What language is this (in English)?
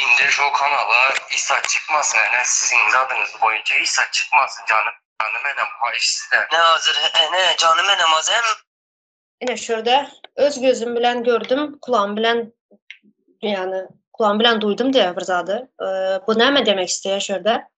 Turkmen